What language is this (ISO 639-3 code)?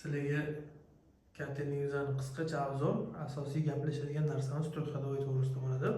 uzb